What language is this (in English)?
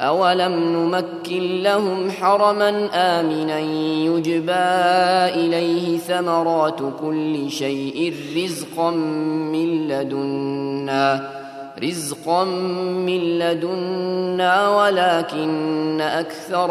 Arabic